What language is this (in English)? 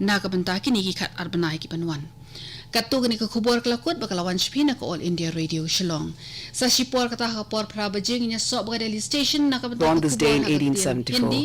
Khasi